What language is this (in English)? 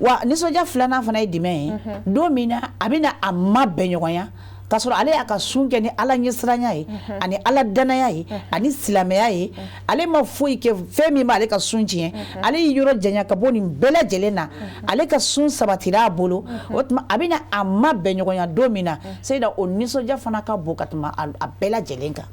Bambara